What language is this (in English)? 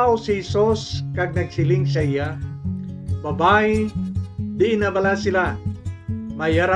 Hiligaynon